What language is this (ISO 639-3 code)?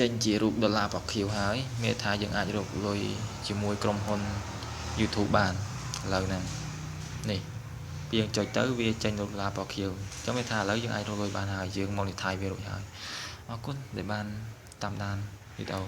khm